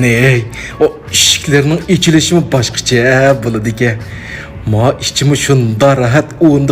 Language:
Uyghur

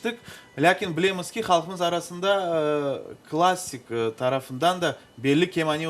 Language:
Crimean Tatar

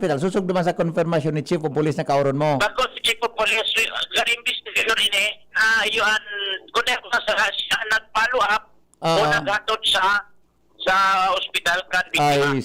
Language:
Bikol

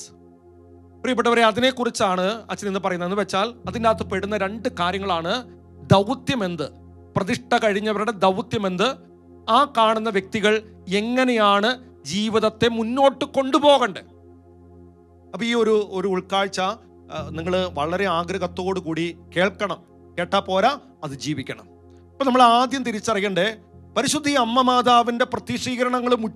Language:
Malayalam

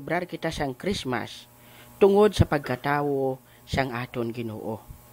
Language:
Hiligaynon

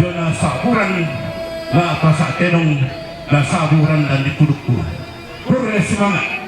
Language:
Toraja-Sa'dan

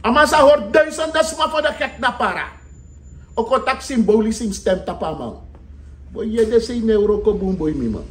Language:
Sranan Tongo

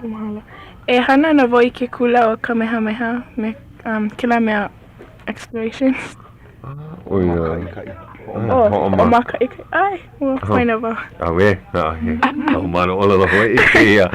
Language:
Hawaiian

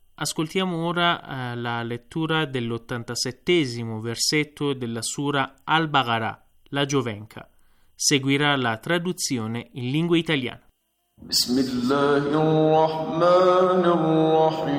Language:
Italian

